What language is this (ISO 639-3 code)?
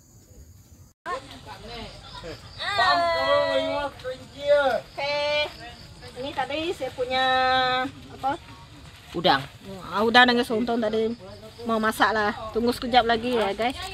msa